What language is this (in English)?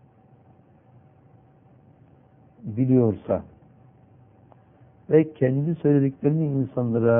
Turkish